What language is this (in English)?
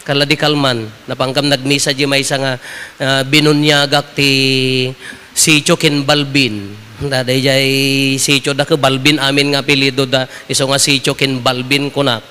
Iloko